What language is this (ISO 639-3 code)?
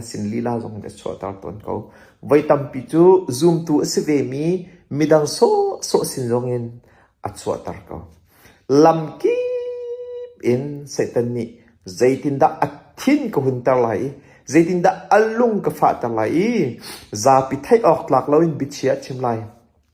cnh